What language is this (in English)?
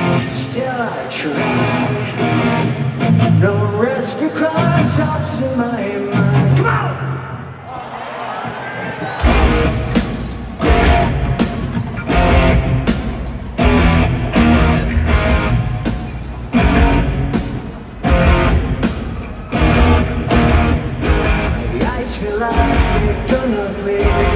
English